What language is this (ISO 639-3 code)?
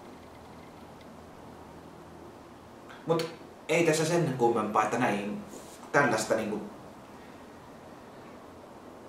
fin